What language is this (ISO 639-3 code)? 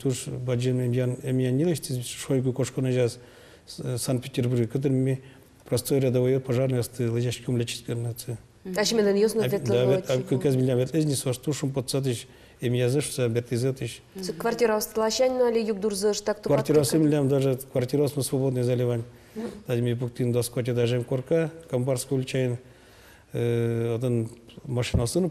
udm